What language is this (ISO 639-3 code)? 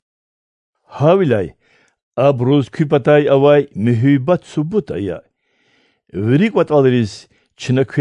lez